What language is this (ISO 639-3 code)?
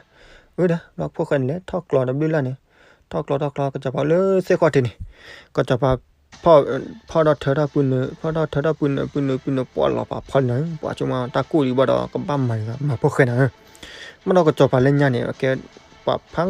ksw